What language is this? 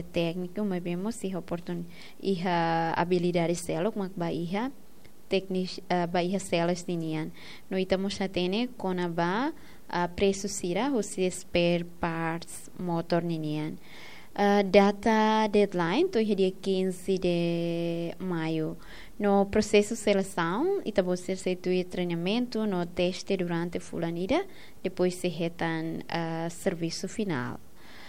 Tetum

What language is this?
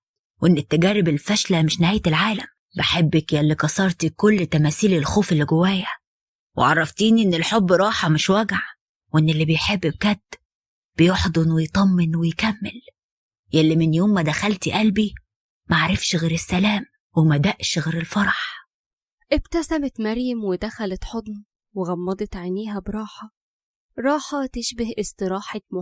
Egyptian Arabic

